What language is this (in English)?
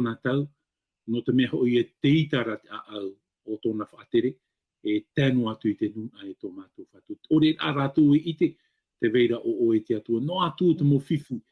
Tahitian